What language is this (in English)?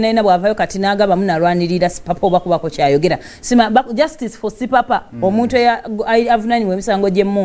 Ganda